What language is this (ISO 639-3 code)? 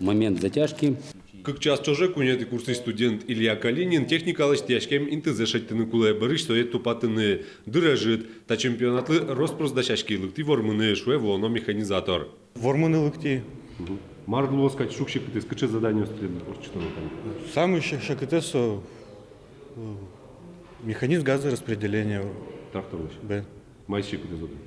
udm